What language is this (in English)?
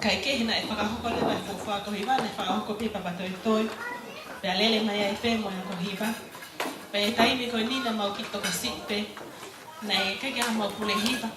Tongan